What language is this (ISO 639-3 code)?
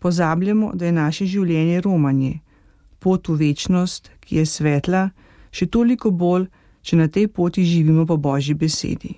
slv